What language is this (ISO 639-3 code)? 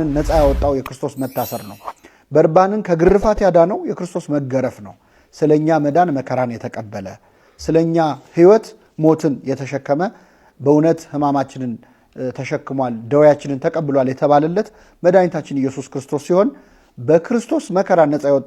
amh